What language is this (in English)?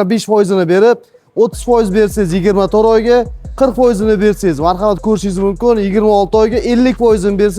Uzbek